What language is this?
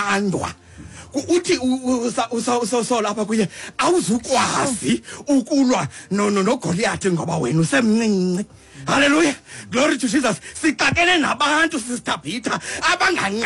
Xhosa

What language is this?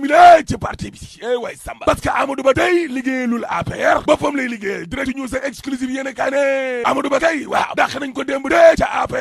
Wolof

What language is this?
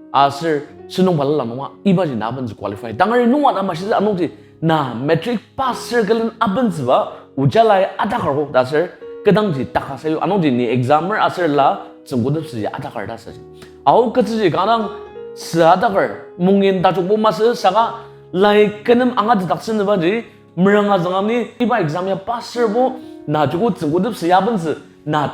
Ao Naga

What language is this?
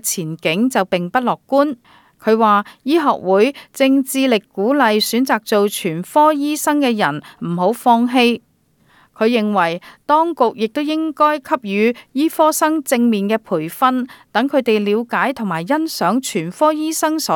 Cantonese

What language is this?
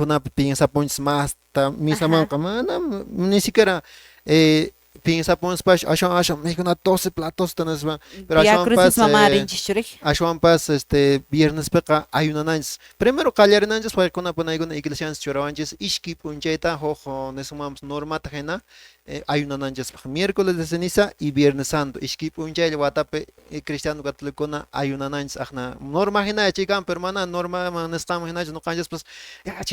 Quechua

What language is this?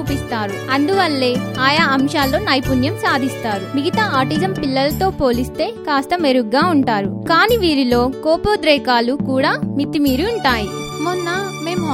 Telugu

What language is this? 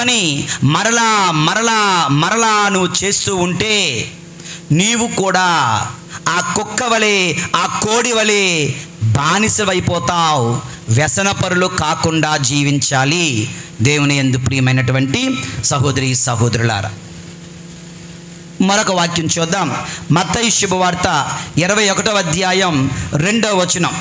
Telugu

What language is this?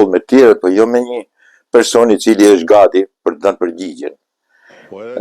Albanian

